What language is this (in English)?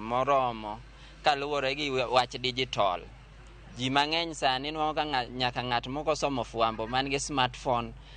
Luo (Kenya and Tanzania)